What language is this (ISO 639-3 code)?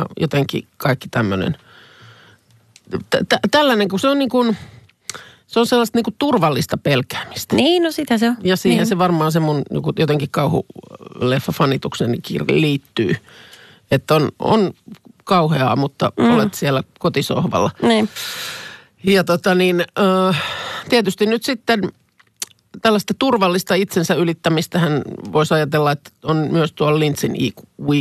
fin